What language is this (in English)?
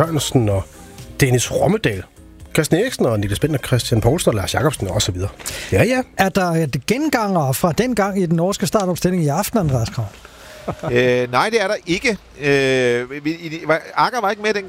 Danish